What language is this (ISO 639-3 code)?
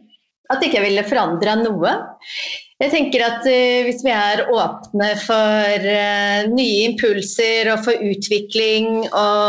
nor